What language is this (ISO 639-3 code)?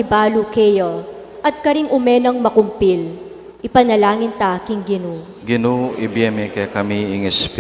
pam